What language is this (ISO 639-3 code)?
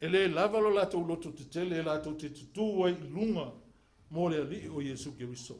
smo